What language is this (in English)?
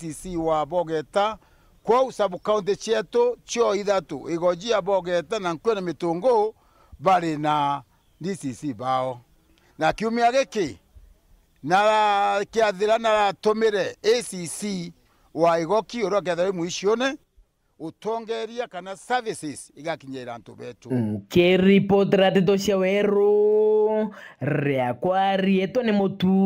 Meru